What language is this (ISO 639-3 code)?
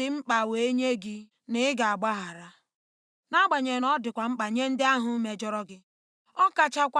ibo